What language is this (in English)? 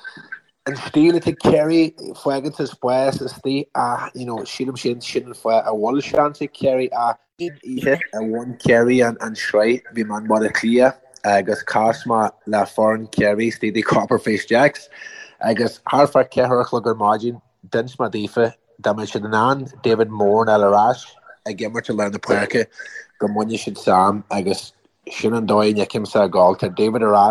Irish